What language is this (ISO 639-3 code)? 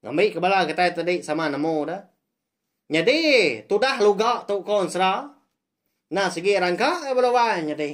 iba